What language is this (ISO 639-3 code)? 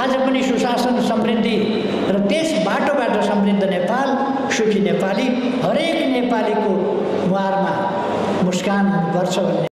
nep